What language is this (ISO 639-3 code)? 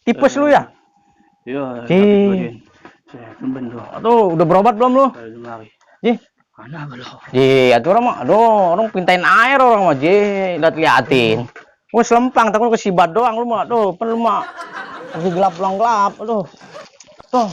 bew